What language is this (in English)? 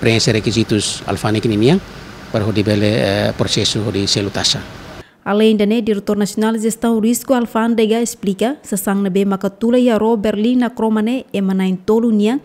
Tetum